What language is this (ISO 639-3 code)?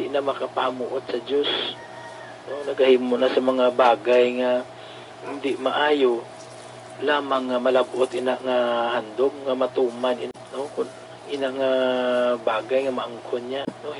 hil